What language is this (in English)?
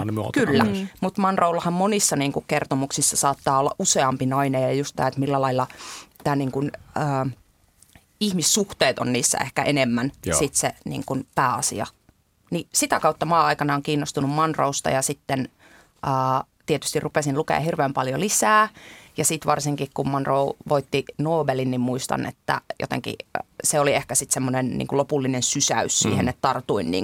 Finnish